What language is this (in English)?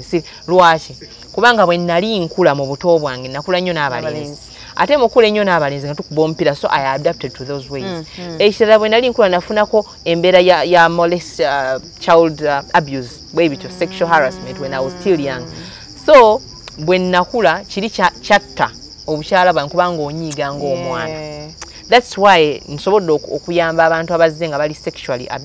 Ganda